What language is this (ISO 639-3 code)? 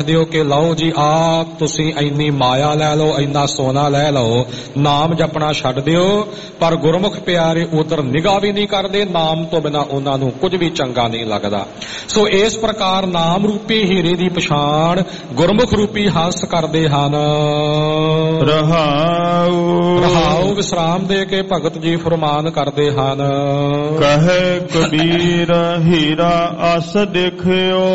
pan